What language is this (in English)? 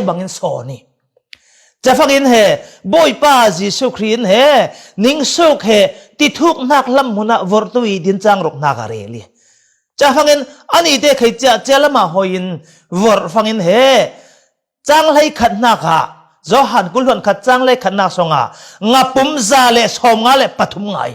Falam Chin